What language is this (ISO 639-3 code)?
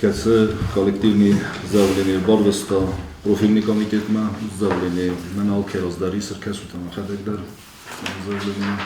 oss